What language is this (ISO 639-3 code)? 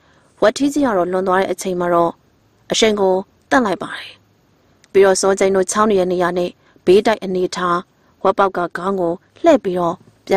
mya